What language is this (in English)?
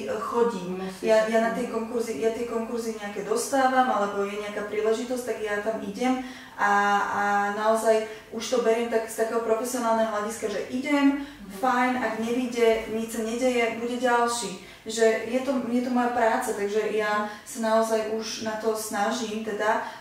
Slovak